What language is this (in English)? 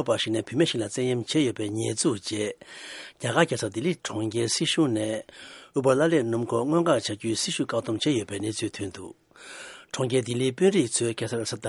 Tibetan